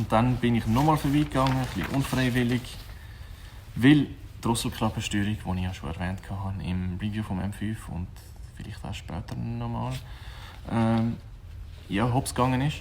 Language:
Swiss German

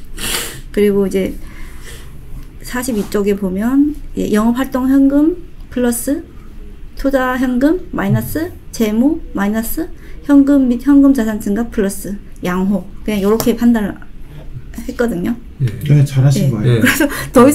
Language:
Korean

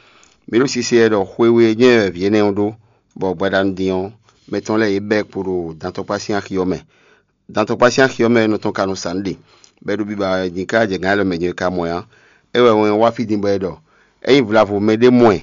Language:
Fon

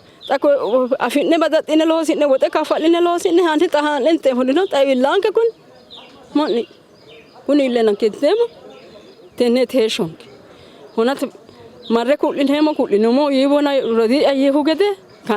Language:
Sidamo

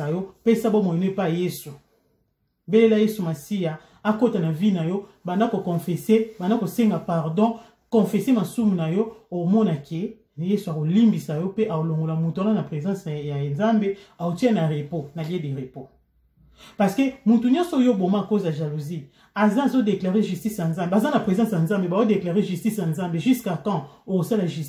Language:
Lingala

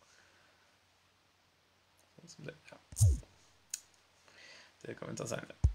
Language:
Norwegian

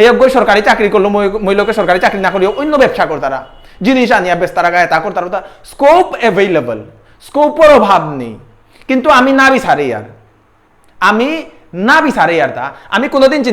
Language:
Bishnupriya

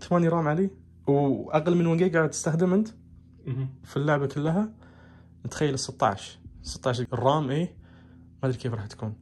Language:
Najdi Arabic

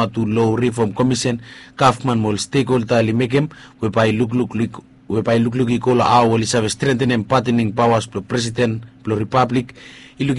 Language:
Bislama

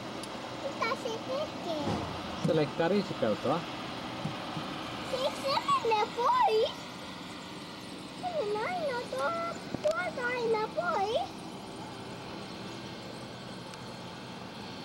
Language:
Finnish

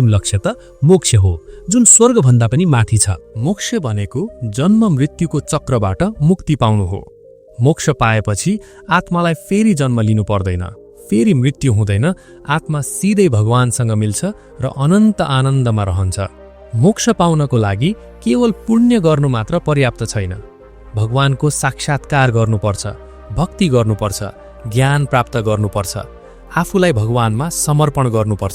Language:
Nepali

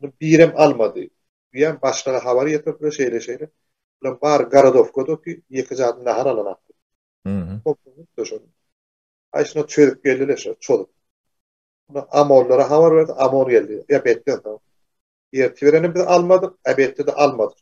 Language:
Turkmen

